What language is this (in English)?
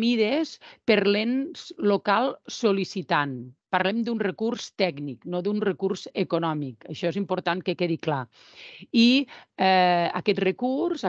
Catalan